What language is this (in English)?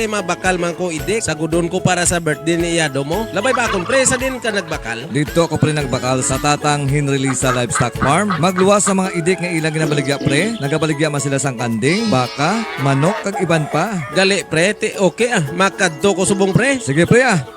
Hiligaynon